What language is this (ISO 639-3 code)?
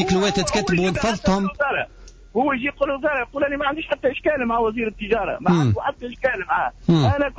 aeb